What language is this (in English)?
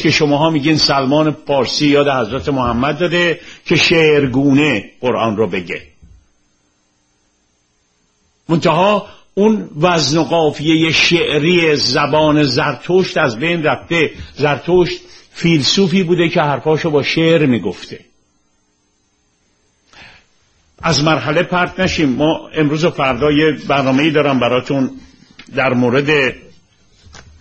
Persian